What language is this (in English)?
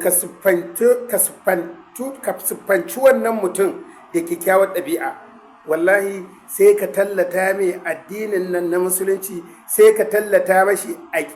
Hausa